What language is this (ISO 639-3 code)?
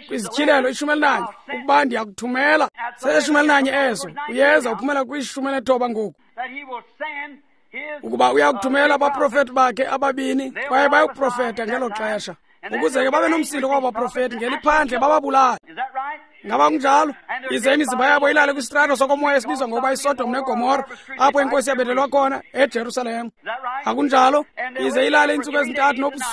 xho